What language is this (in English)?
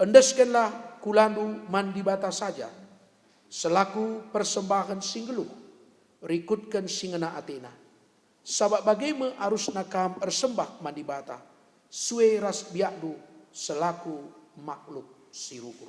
Batak Karo